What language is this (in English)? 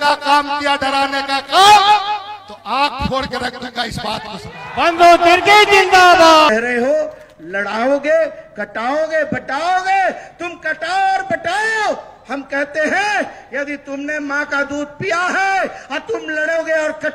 Hindi